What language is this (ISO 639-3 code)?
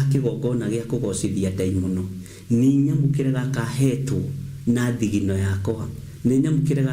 kik